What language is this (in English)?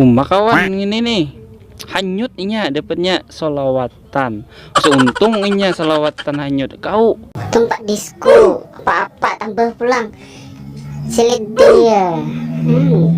Banjar